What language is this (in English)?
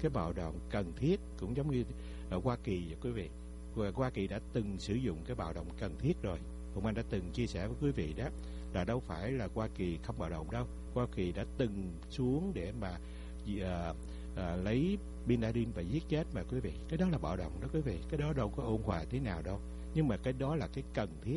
Vietnamese